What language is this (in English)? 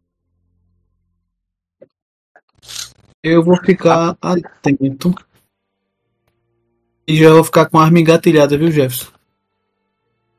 Portuguese